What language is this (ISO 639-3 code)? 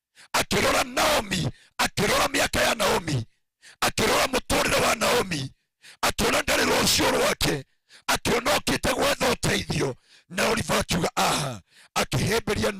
kik